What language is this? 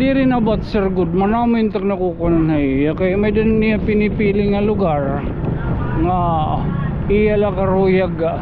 Waray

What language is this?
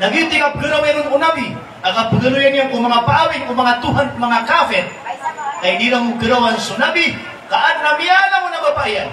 Maranao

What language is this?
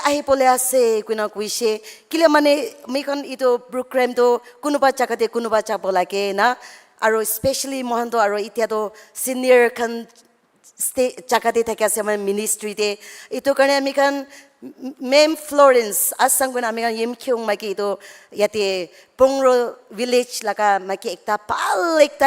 Naga Pidgin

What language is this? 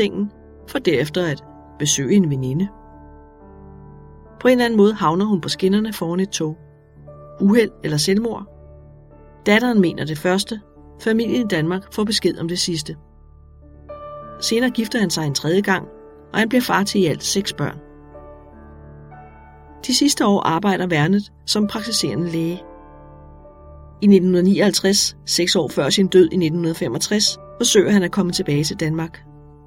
Danish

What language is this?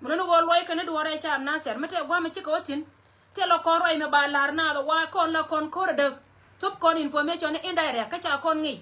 Nuer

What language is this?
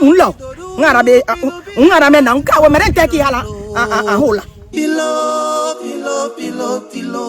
Basaa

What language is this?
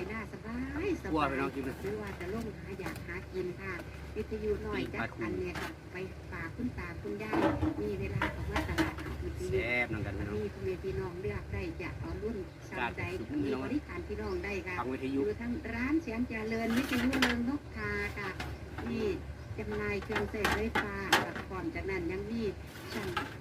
Northeastern Thai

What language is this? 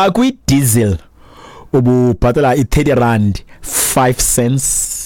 Xhosa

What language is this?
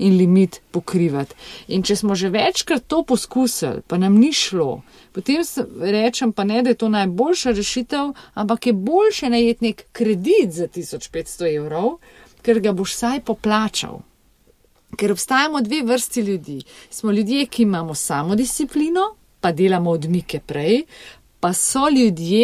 Slovenian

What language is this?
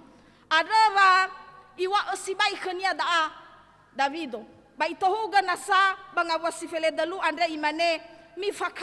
Nias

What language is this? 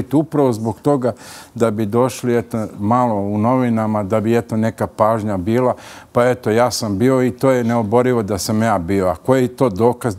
Serbian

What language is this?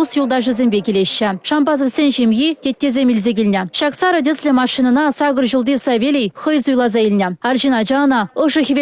Chuvash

